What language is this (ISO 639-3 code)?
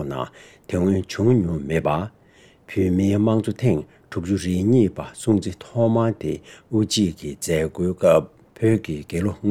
bod